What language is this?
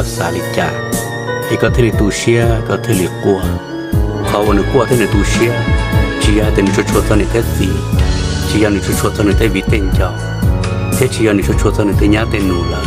Hmong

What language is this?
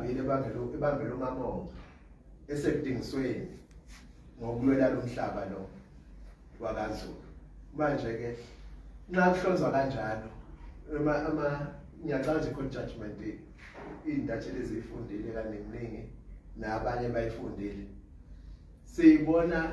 Zulu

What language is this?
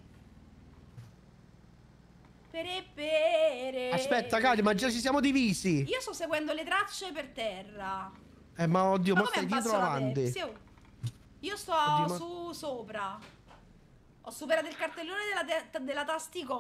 Italian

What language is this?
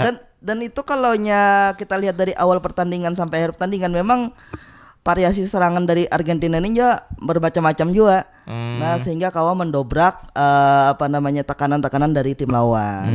Banjar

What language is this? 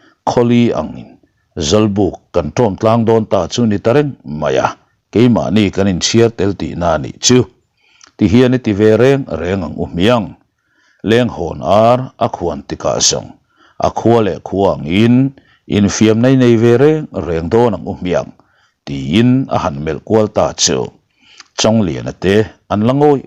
Mizo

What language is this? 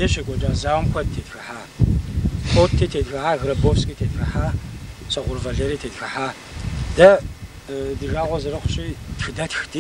Kabardian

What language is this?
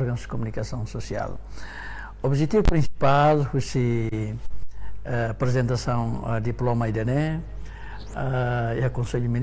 Tetum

